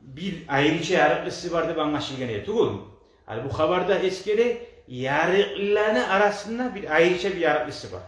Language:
Kumyk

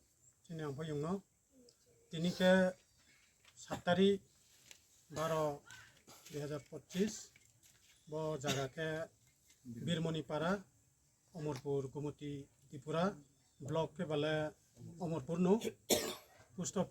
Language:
Riang (India)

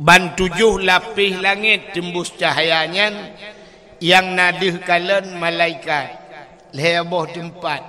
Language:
Achinese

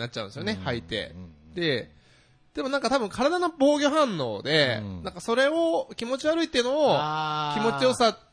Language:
Japanese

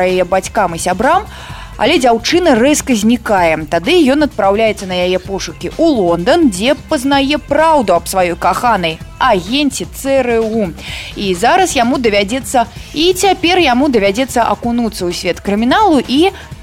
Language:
Belarusian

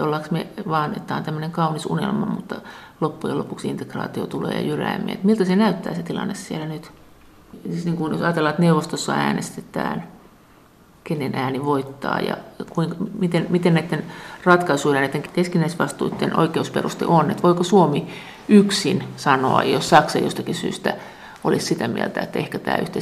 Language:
Finnish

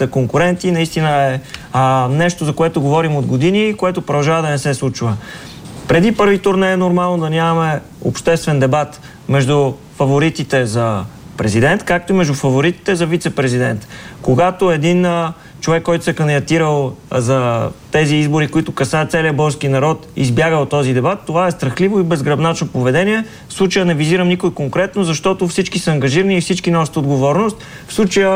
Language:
Bulgarian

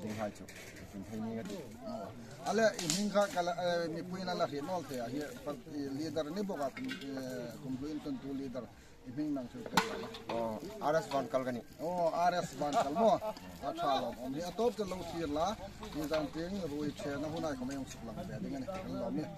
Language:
Hmar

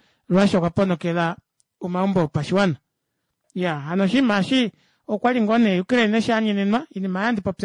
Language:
Kuanyama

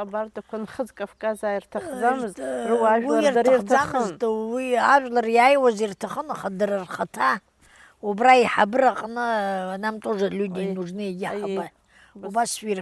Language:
Abkhazian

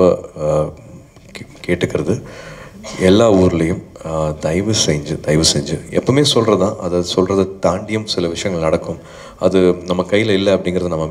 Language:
Tamil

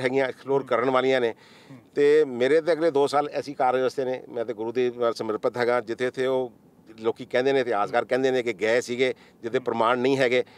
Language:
Punjabi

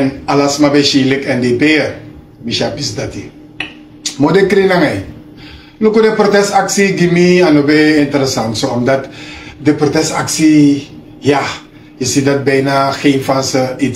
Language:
Sranan Tongo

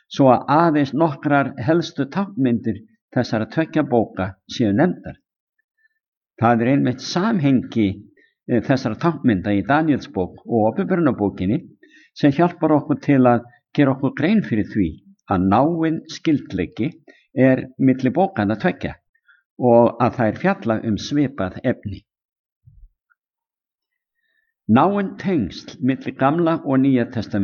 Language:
Icelandic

